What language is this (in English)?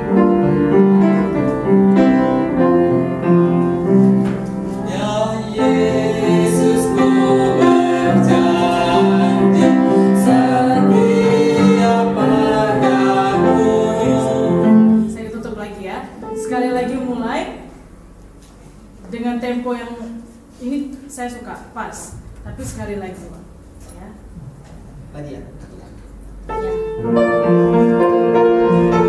Indonesian